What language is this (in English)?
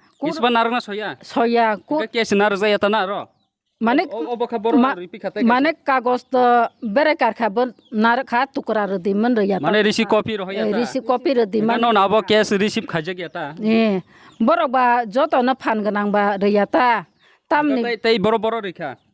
Kok Borok